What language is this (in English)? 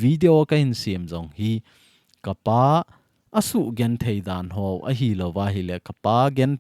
Thado Chin